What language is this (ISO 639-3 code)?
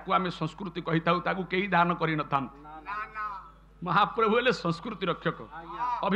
ori